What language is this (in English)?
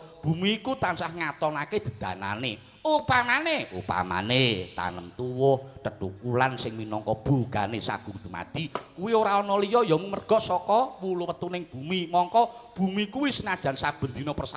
Javanese